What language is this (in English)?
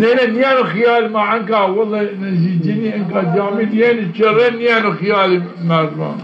Zaza